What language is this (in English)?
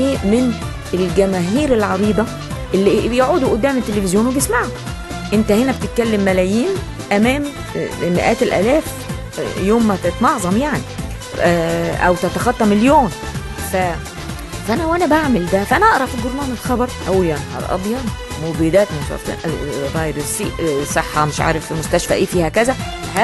Egyptian Arabic